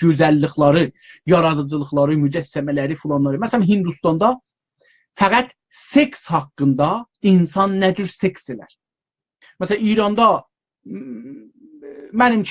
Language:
South Azerbaijani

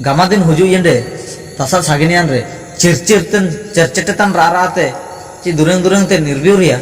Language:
Ho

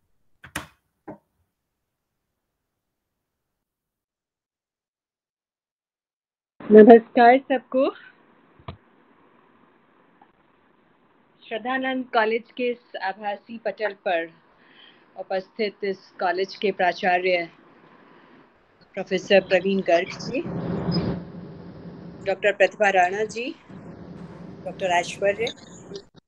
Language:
Hindi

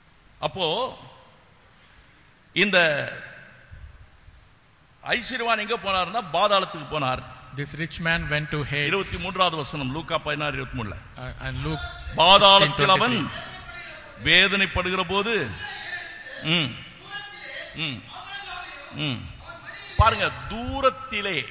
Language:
Tamil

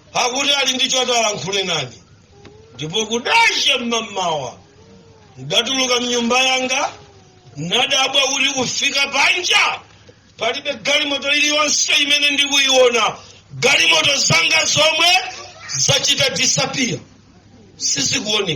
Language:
Nyanja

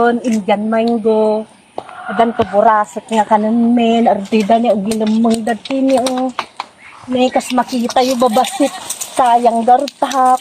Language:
Iloko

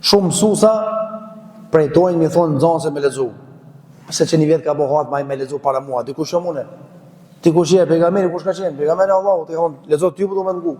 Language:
Albanian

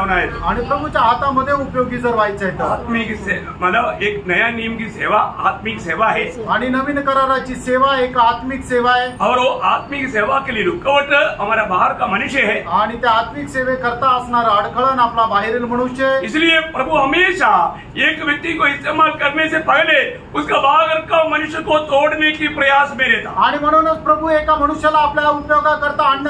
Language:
Marathi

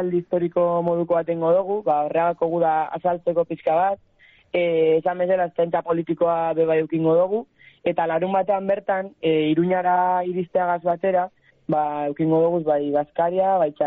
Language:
Basque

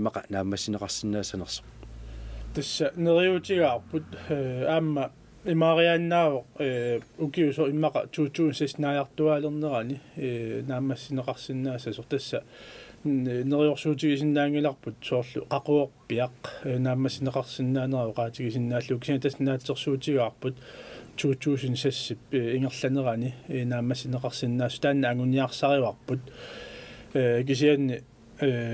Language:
Kalaallisut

